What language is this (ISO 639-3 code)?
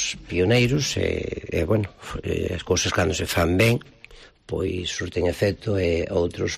glg